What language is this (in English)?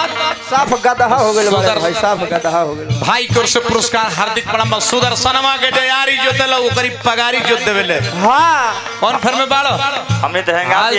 Bhojpuri